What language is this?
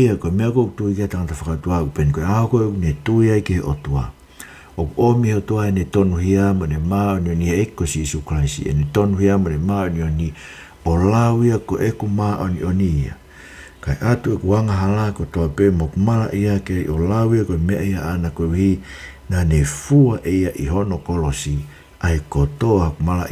Tongan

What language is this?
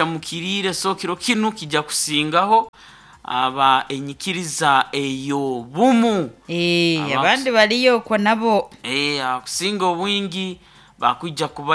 Nyankole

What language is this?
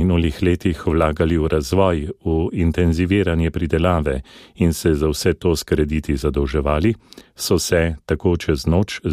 Slovenian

